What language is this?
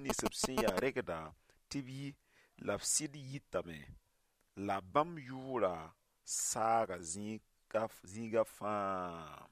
Mossi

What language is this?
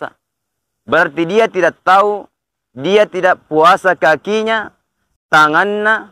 Makasar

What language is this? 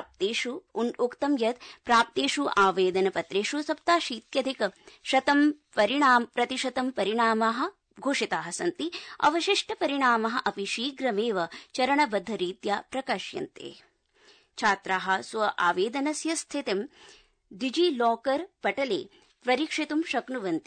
Sanskrit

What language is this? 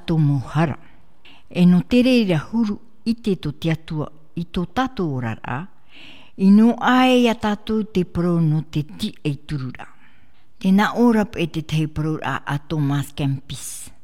Tahitian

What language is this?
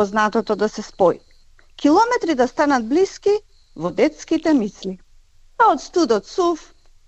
Macedonian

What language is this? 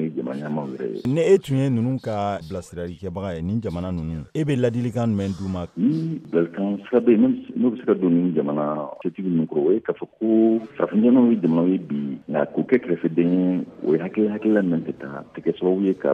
Bambara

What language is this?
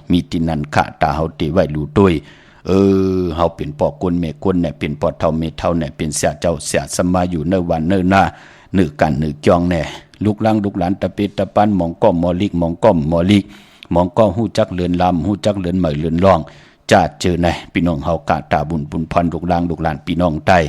Shan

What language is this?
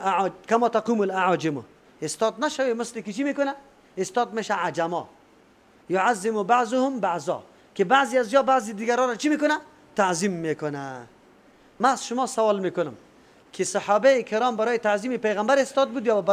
Persian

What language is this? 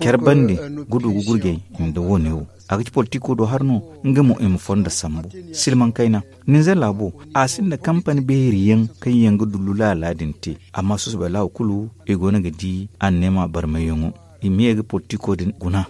Zarma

